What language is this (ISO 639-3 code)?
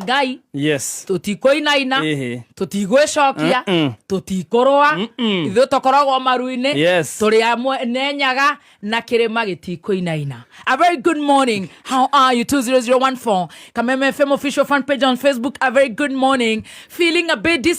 kik